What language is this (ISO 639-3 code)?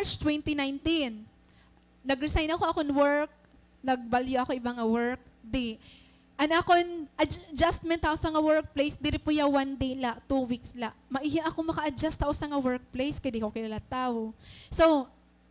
war